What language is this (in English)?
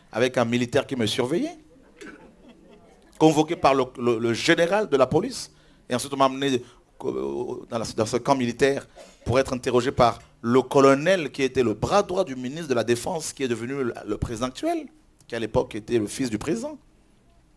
French